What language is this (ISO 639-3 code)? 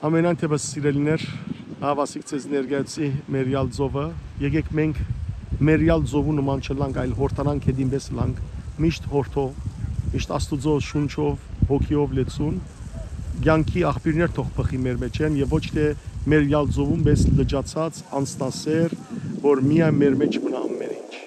hyw